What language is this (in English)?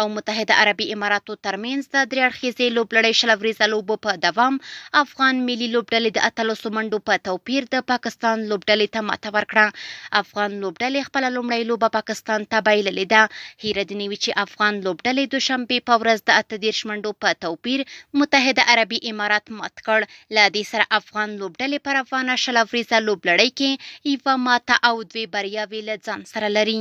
Pashto